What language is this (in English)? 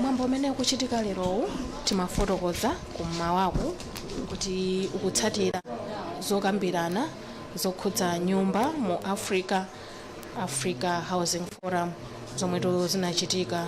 Nyanja